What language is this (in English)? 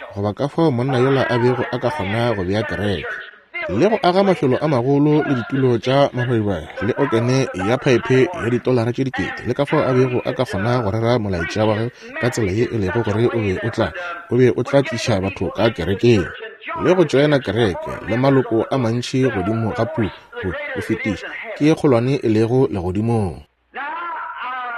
Northern Sotho